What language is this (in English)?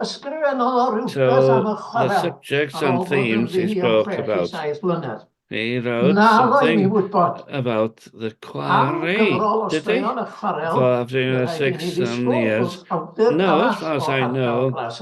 Welsh